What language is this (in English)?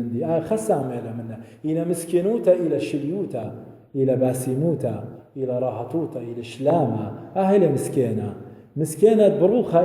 Assyrian Neo-Aramaic